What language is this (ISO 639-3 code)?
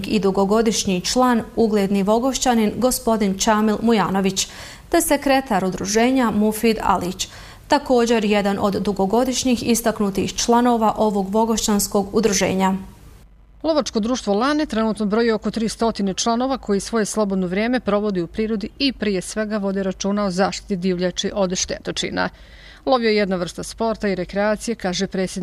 bos